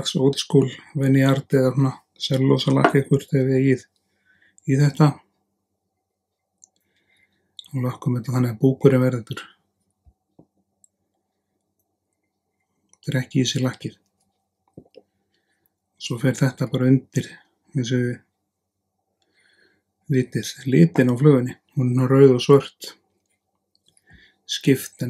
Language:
Icelandic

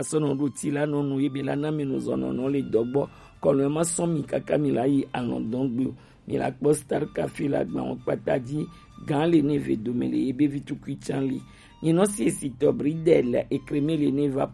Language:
Gen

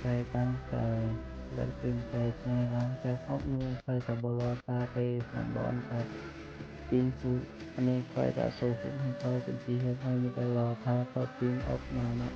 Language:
Lao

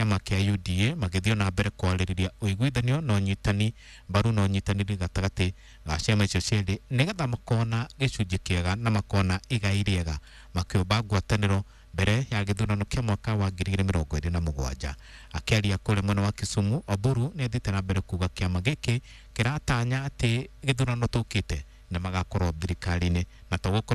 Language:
Kikuyu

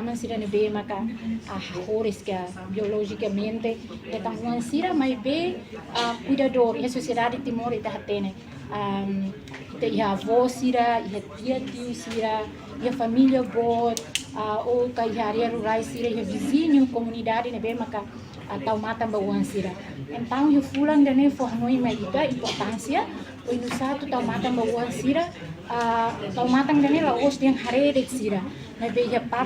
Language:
Tetum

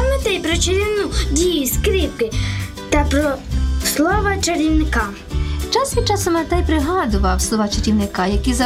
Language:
Ukrainian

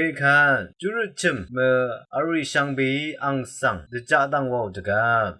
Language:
Rawang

